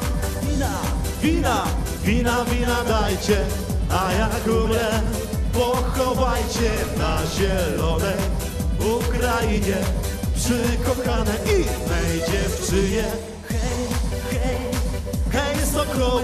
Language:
Polish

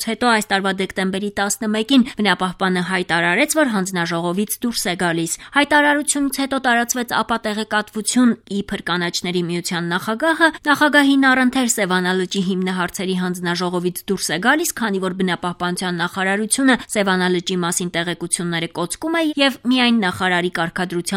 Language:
Armenian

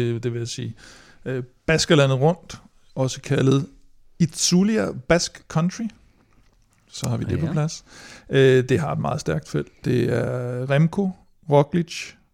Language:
Danish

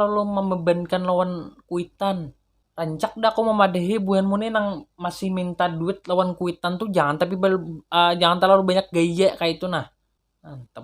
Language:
Banjar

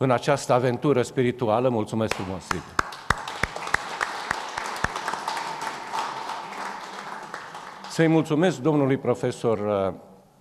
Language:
Romanian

